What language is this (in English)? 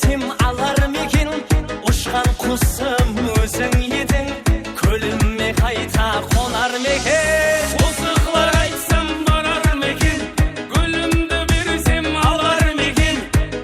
Kara-Kalpak